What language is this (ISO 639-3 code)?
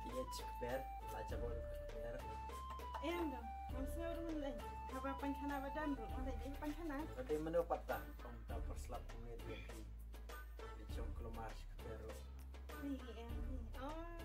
kha